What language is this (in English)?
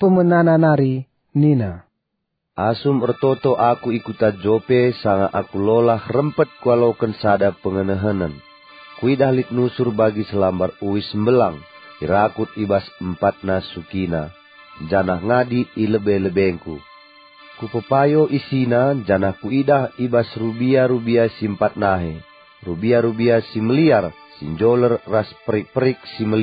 Batak Karo